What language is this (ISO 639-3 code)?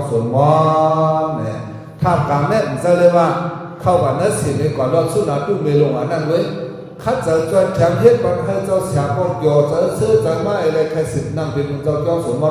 shn